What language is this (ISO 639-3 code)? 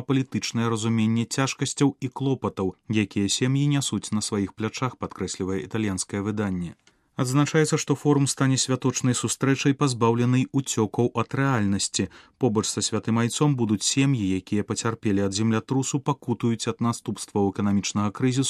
bel